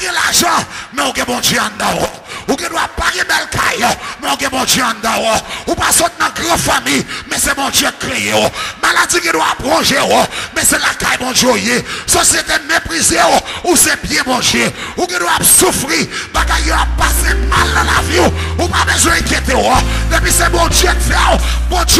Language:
Haitian Creole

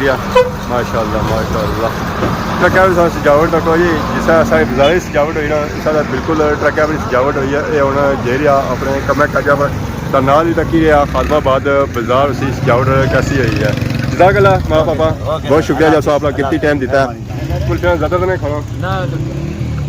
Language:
Pahari-Potwari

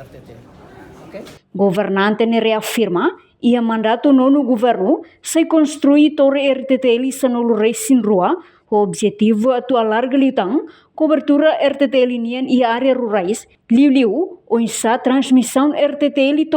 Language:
Tetum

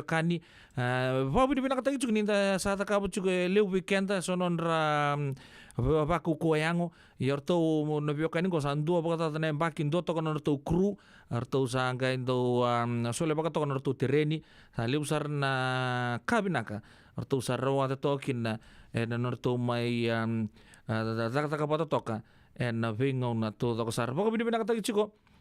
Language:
Fijian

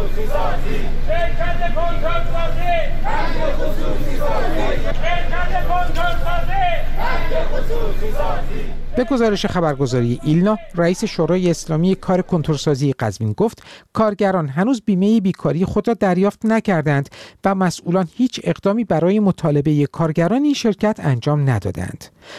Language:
Persian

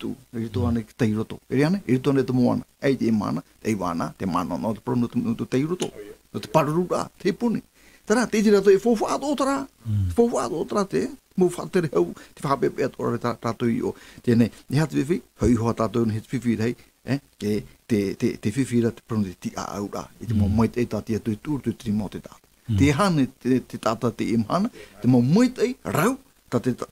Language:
Tahitian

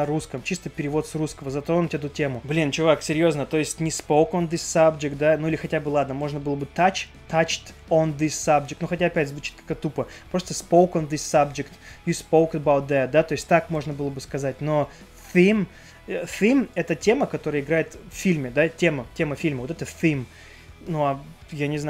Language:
Russian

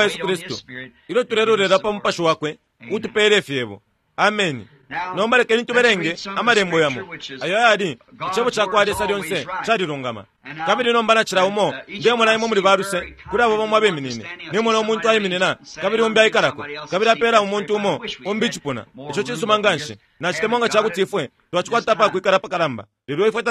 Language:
Bemba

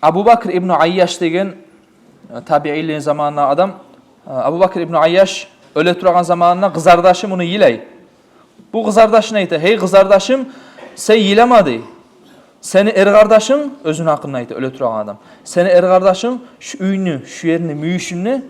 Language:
Kumyk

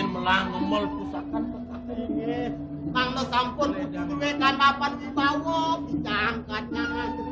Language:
Balinese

